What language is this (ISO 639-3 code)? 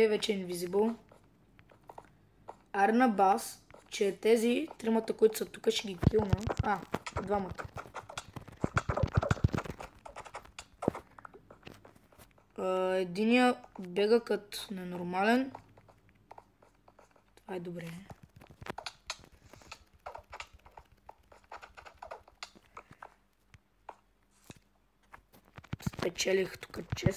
bul